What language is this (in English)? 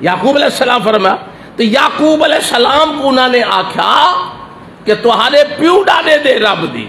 Saraiki